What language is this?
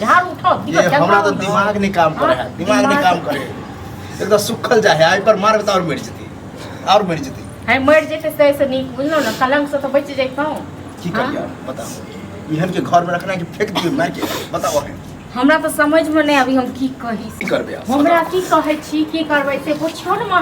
Maithili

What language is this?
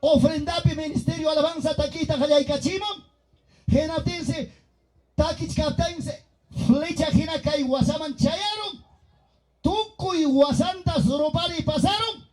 Ayacucho Quechua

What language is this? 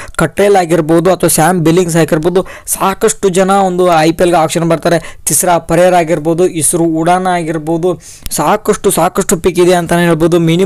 Kannada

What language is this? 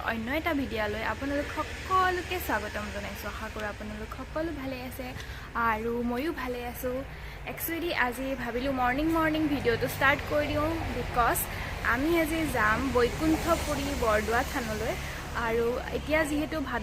Assamese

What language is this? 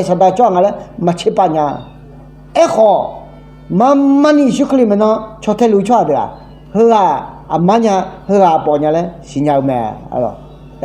Akha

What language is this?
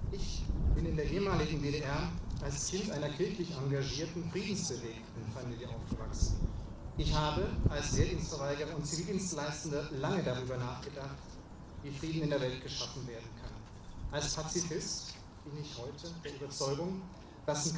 German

